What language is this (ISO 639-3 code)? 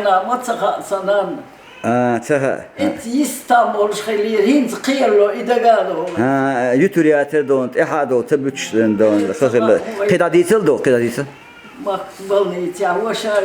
che